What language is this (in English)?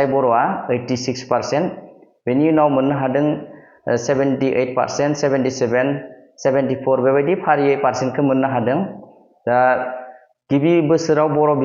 Bodo